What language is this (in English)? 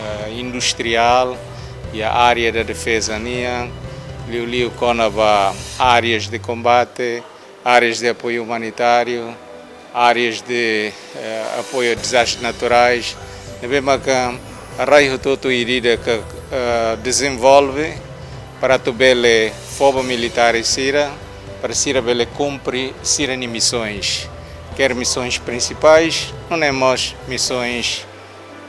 Tetum